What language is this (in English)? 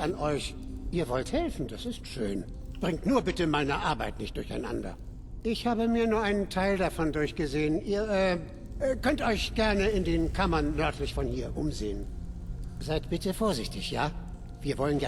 Bavarian